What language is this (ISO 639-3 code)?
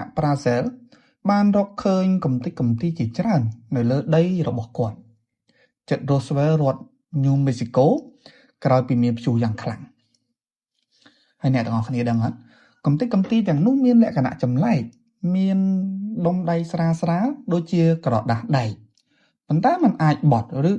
khm